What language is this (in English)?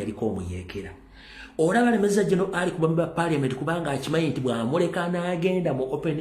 Ganda